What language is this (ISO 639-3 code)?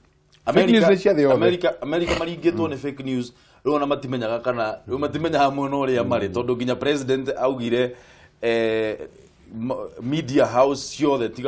kik